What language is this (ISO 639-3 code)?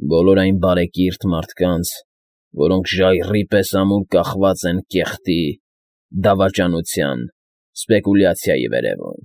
hye